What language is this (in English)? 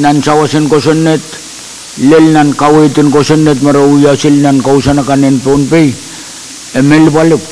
Pohnpeian